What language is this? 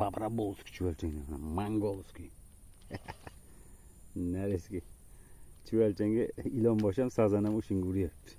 Uzbek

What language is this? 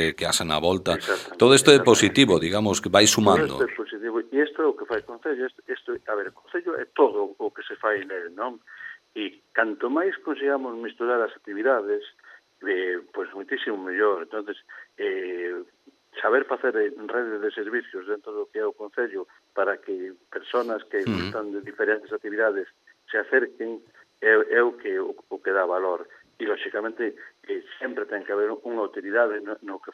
Galician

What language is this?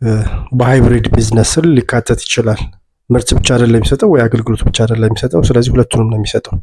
Amharic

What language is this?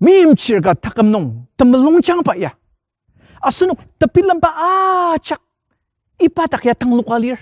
Ao Naga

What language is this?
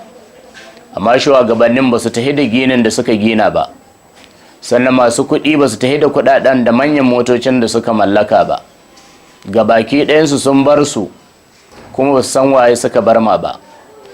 Hausa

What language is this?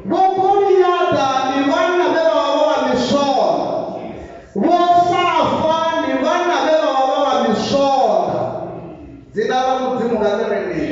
Venda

